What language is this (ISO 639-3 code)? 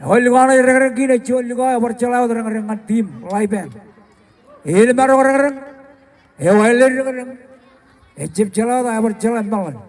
mah